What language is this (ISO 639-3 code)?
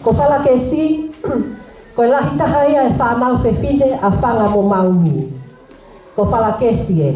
ton